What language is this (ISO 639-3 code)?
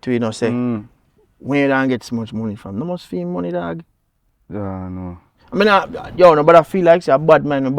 jam